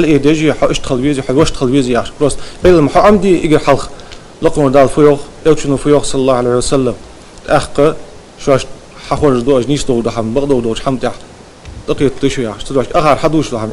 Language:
Ingush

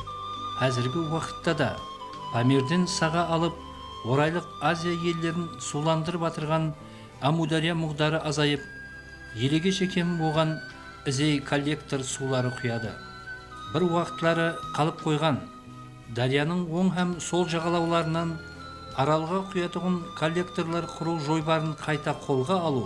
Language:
Kara-Kalpak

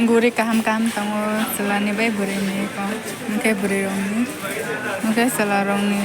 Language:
Kok Borok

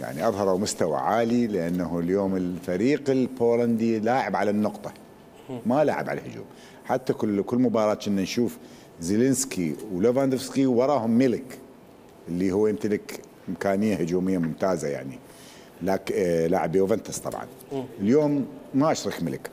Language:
Mesopotamian Arabic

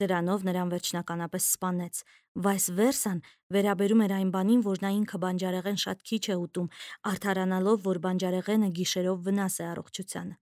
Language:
Armenian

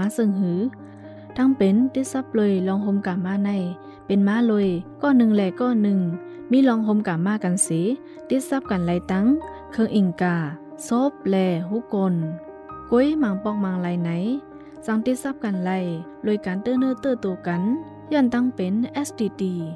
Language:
Shan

